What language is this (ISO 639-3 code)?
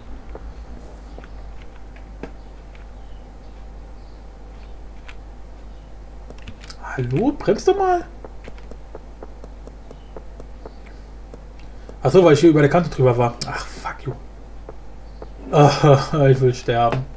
deu